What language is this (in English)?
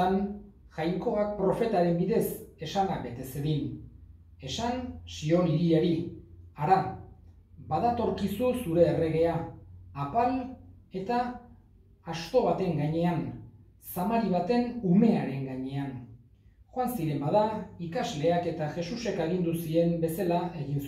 Basque